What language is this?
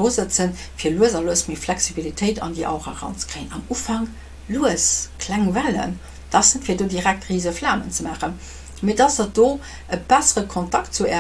Luxembourgish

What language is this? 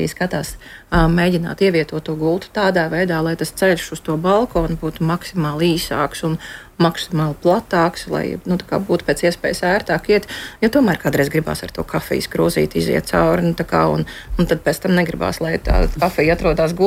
Latvian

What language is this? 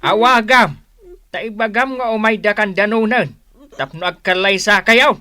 Iloko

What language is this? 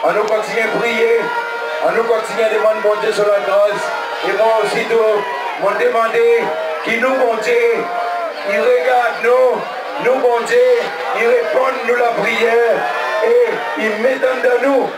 Seselwa Creole French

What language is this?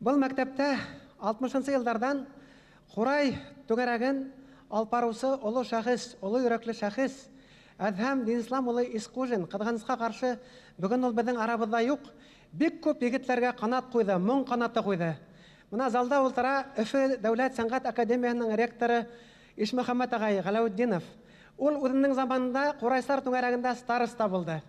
Bashkir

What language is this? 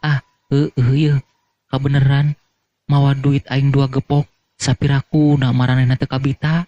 Sundanese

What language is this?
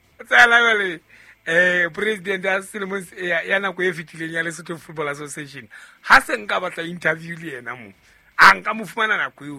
Southern Sotho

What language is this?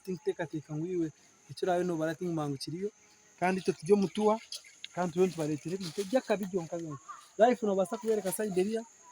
Nyankole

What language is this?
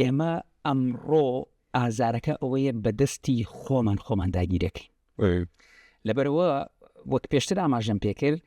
Central Kurdish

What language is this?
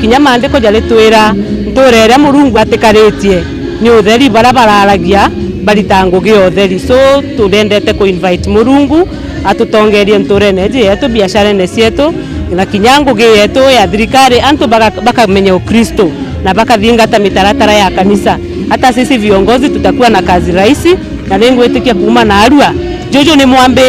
Meru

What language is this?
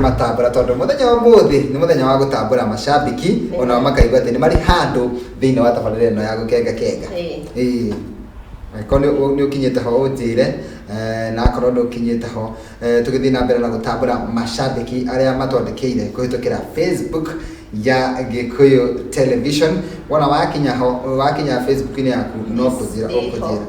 Kikuyu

